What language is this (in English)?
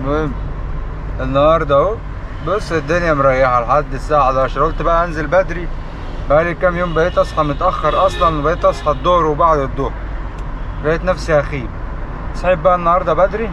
Egyptian Arabic